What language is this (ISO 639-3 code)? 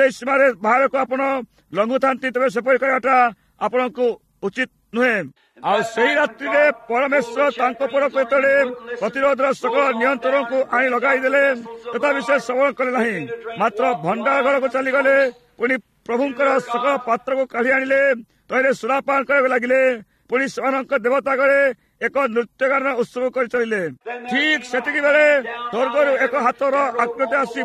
ori